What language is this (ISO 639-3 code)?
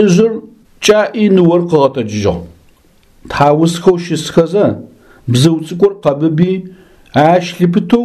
ady